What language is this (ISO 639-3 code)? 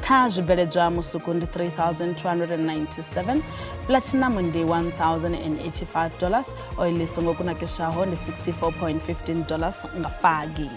ven